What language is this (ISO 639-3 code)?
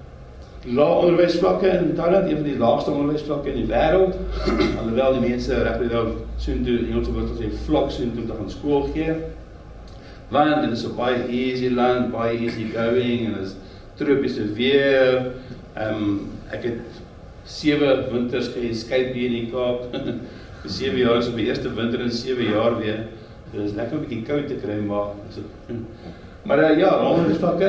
afr